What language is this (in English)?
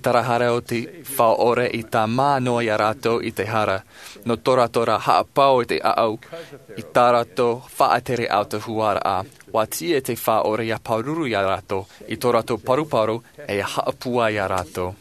Tahitian